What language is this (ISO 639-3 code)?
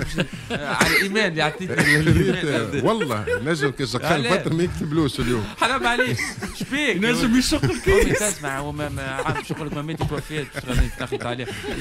aeb